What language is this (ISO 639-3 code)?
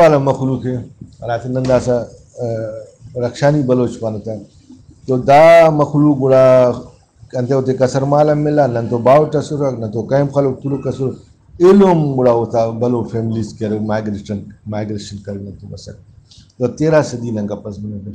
brh